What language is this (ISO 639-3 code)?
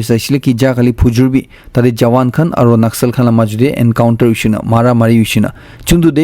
nag